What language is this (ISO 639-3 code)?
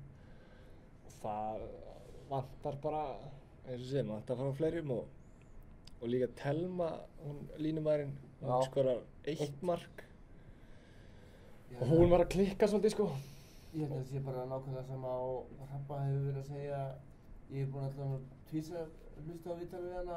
isl